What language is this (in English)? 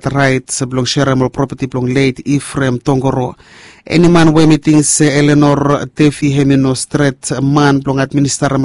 Bislama